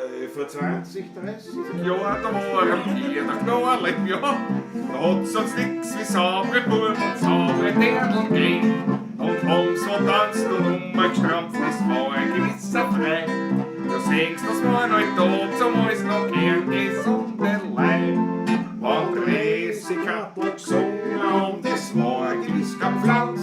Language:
Bavarian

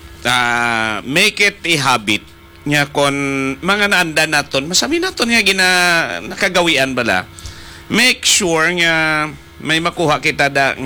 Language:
Hiligaynon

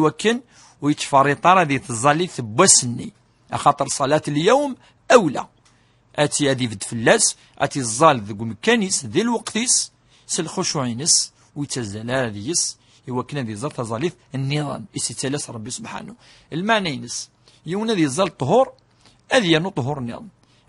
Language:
Kabyle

